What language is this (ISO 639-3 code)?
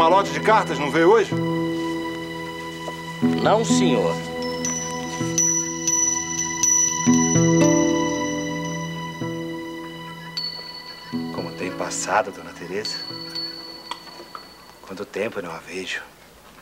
por